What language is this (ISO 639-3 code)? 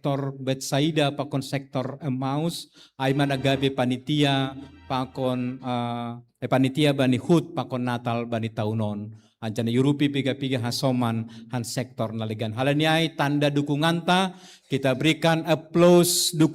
bts